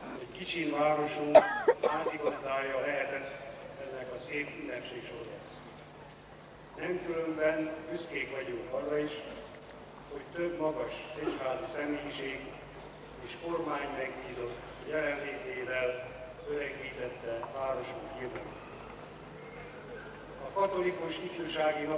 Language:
Hungarian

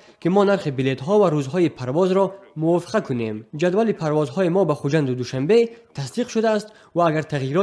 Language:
Tajik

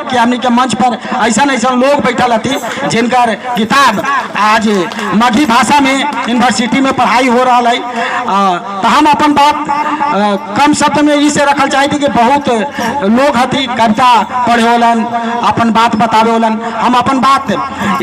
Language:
Magahi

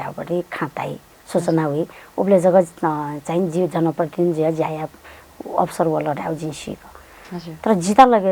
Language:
Newari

